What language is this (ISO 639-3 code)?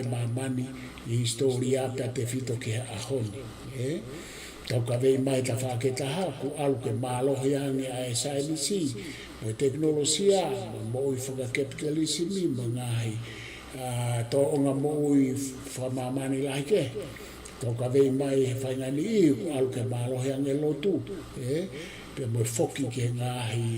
ton